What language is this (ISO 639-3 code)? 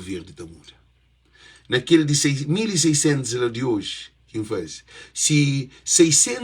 kea